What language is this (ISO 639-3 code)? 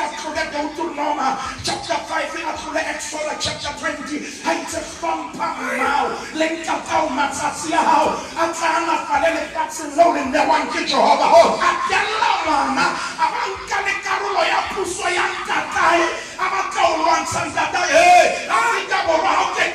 sot